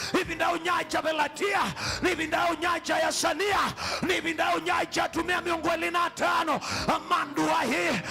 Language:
Kamba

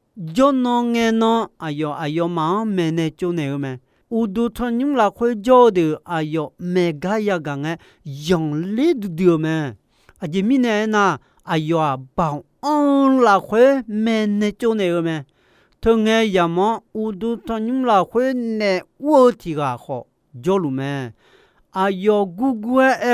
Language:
Akha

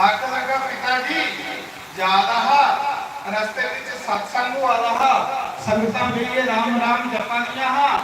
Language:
Dogri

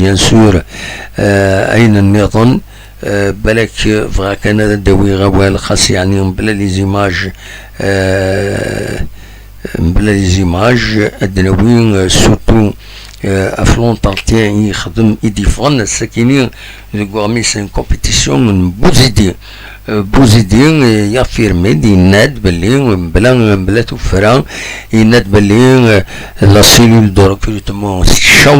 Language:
Kabyle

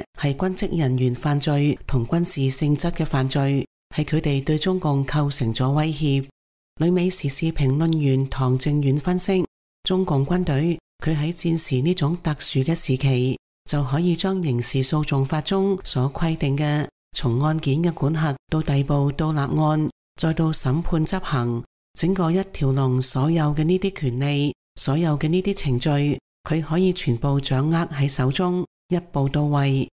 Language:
Cantonese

